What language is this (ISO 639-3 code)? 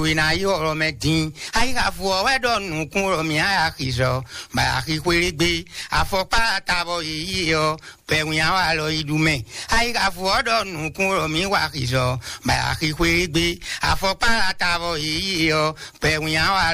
fon